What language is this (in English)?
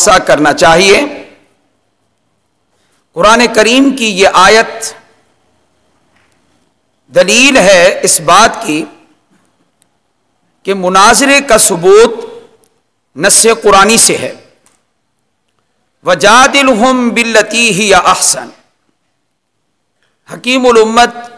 Urdu